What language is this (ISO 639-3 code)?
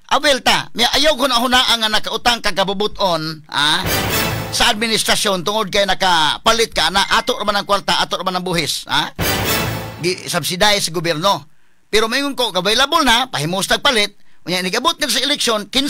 ceb